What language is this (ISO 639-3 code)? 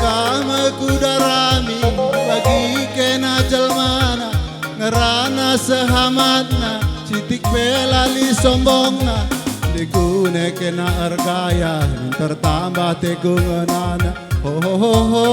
btx